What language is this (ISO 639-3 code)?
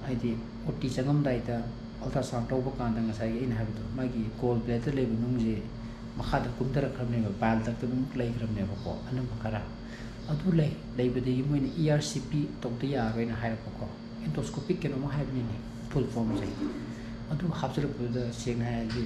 mni